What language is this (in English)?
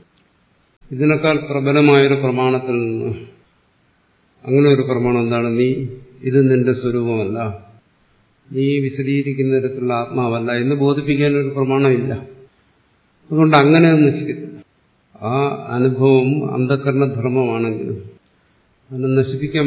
Malayalam